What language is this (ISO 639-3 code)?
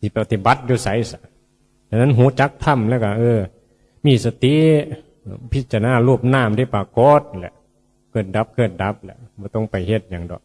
tts